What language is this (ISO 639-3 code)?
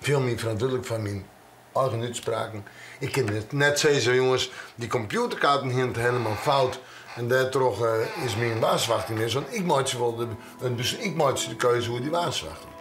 fry